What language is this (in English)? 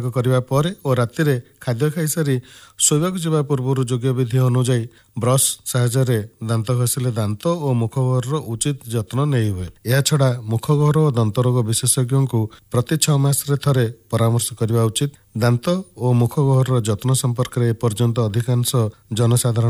Odia